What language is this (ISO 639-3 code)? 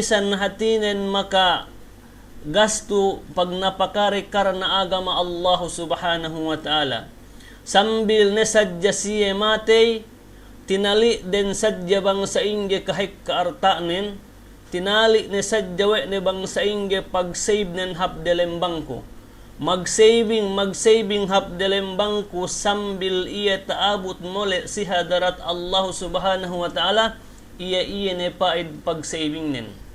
yka